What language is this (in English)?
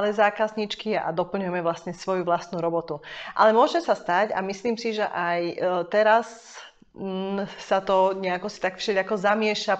Slovak